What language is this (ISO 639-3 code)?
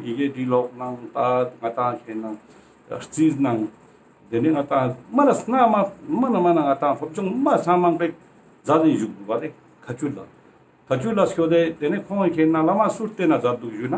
lbj